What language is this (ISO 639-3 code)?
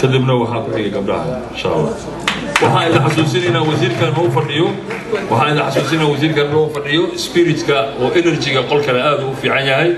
som